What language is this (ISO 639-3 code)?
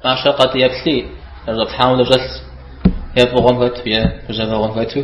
kbd